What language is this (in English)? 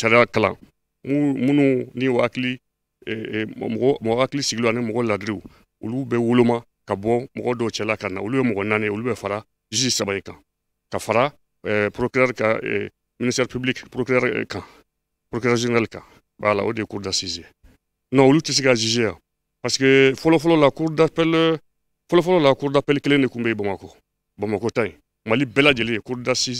Bambara